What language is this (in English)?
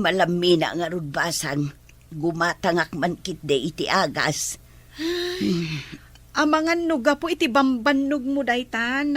Iloko